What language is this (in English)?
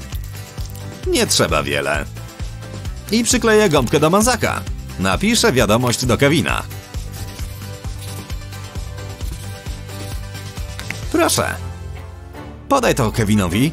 Polish